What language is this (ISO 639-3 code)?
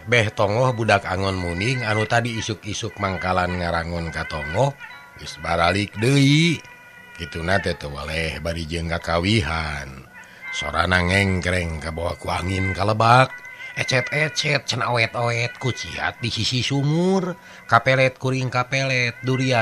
sun